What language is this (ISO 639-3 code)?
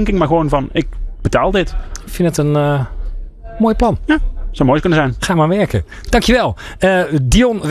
nld